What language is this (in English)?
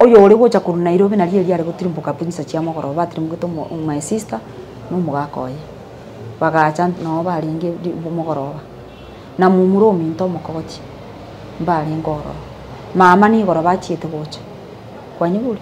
Gusii